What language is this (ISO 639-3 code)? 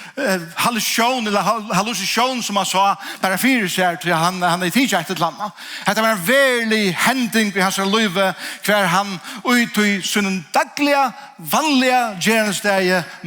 fao